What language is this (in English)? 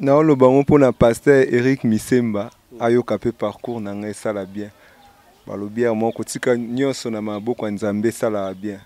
Lingala